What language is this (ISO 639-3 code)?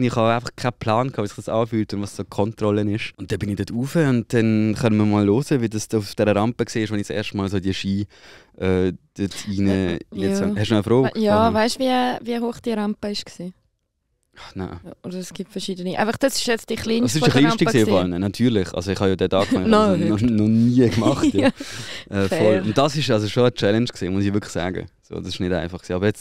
gsw